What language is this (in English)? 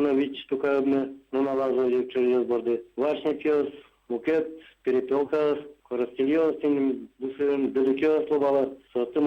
Udmurt